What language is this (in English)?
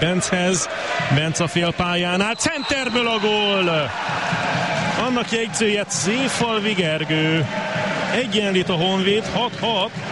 Hungarian